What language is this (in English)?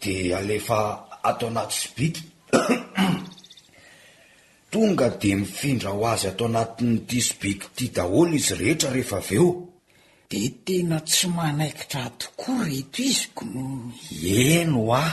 Malagasy